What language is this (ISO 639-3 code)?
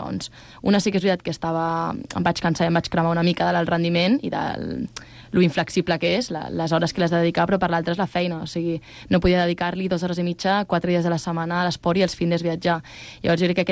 cat